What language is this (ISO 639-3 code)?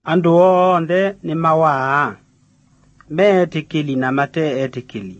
kam